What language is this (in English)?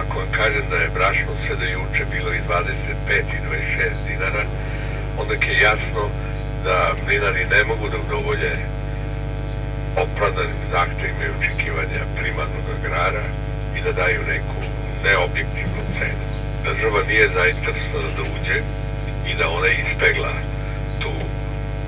Serbian